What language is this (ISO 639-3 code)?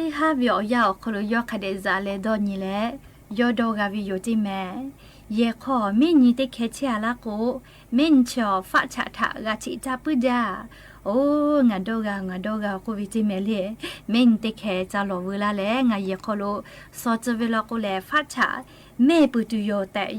lhu